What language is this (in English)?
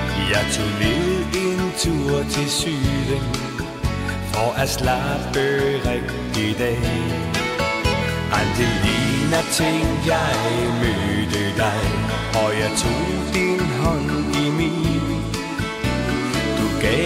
Danish